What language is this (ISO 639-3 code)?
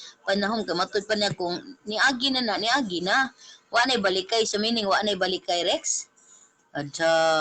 ceb